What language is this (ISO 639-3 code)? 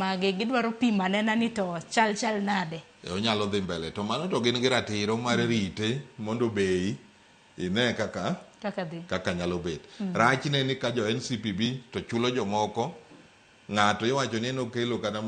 luo